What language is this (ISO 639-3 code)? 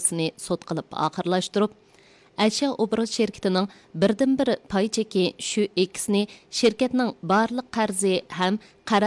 uig